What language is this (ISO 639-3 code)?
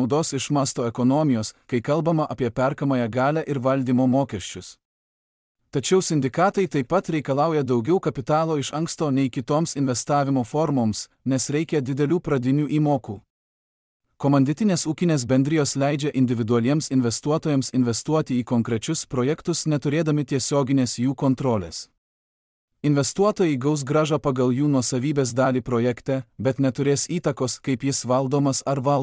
lit